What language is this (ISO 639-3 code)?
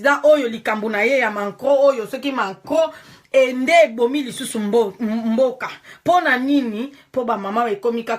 lin